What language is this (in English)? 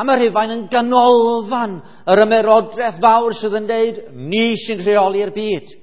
Welsh